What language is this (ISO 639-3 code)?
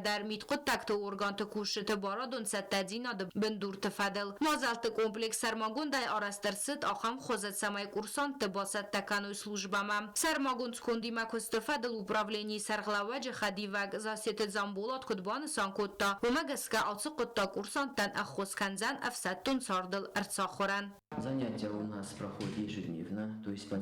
oss